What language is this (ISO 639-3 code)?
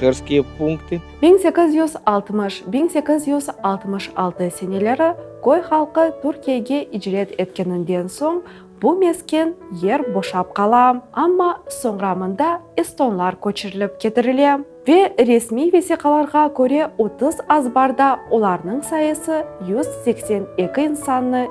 crh